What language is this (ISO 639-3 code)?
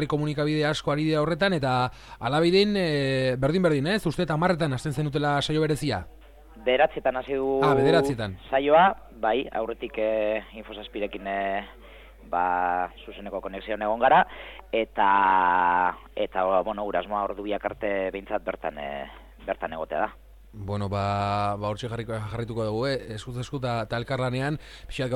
eus